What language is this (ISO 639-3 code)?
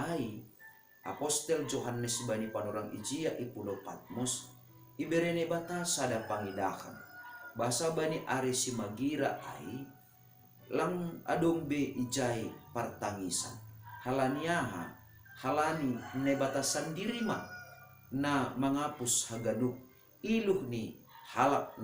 bts